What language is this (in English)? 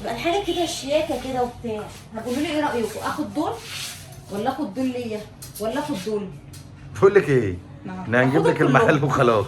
Egyptian Arabic